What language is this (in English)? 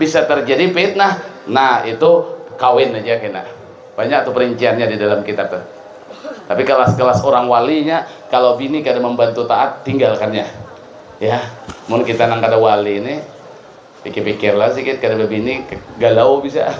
Banjar